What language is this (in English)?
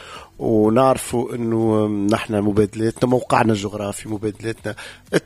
Tunisian Arabic